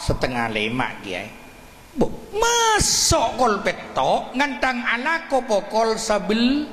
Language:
Madurese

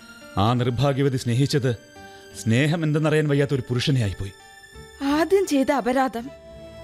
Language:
Malayalam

